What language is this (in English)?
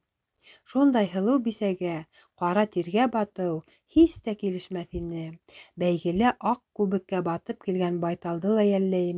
Bashkir